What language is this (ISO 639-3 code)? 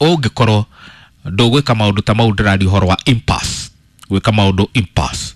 kik